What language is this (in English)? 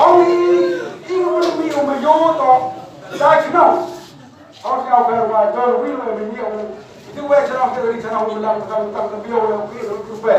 Khasi